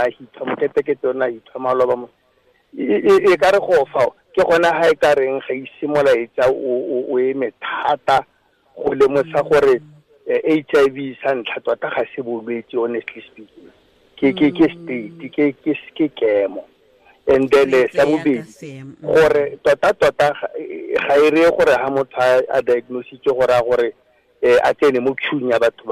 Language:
Tswana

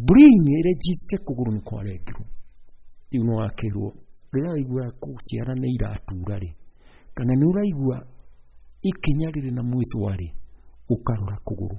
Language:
Kikuyu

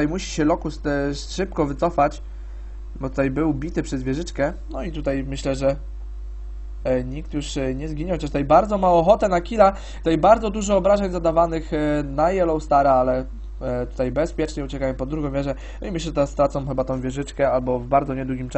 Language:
Polish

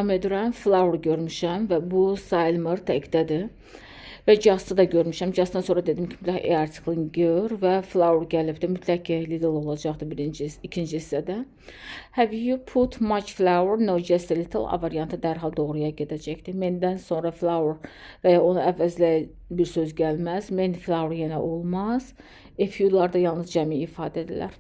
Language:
Azerbaijani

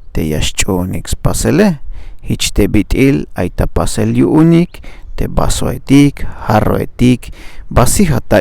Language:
Tzeltal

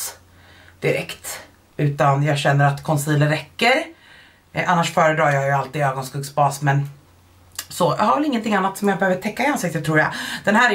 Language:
Swedish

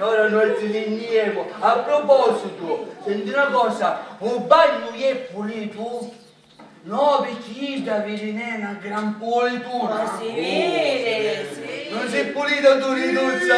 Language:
Sicilian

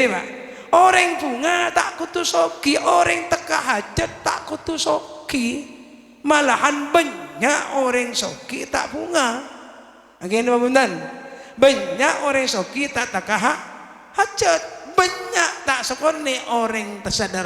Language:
Madurese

